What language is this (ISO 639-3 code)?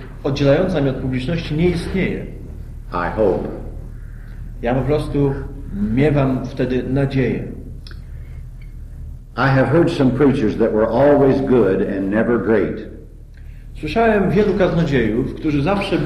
pol